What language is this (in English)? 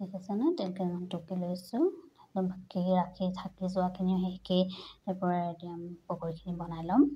Assamese